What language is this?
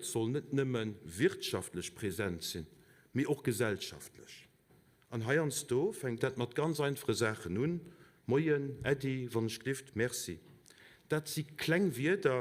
Luxembourgish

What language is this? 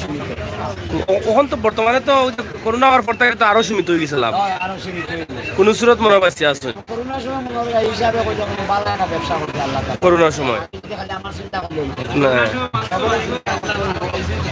Sylheti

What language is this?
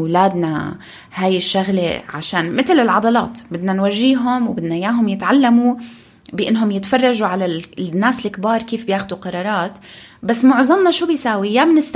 North Levantine Arabic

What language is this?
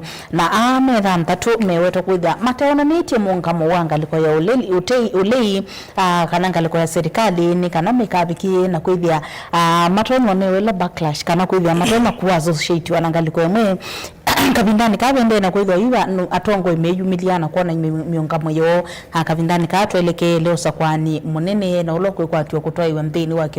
Kamba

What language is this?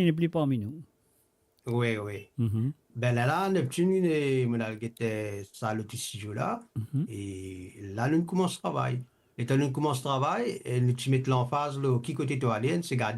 Morisyen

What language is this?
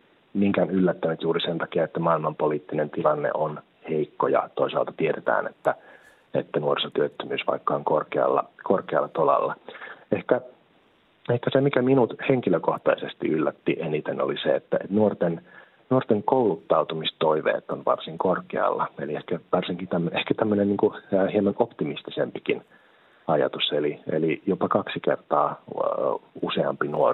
Finnish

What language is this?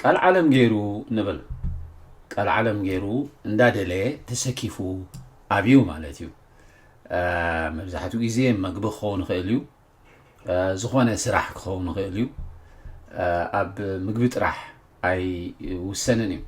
Tigrinya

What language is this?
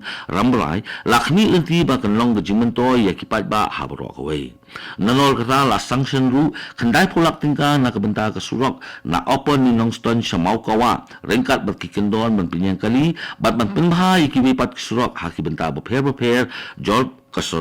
Khasi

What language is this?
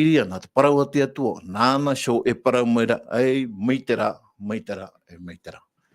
Tahitian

